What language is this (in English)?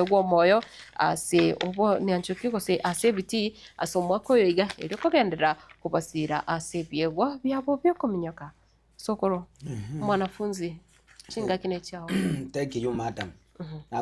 Gusii